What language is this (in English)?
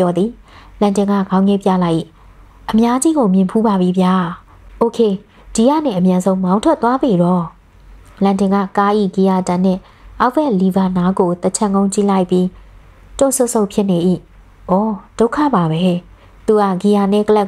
Burmese